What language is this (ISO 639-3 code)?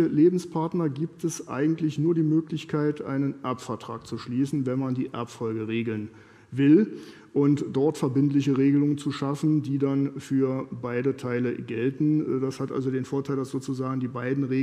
deu